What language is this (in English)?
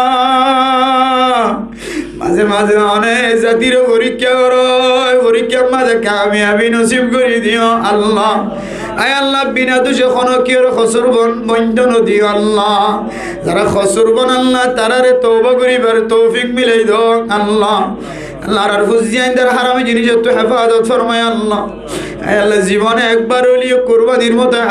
Rohingya